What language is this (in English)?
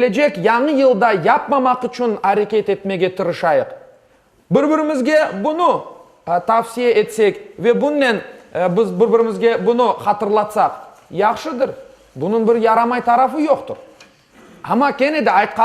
Crimean Tatar